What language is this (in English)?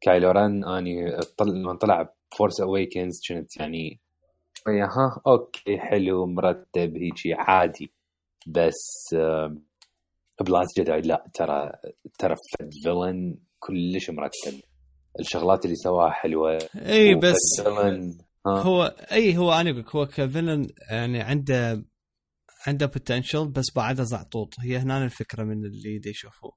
Mesopotamian Arabic